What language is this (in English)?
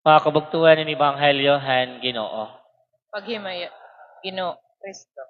Waray